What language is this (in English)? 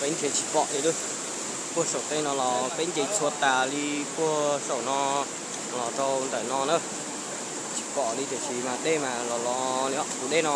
Hmong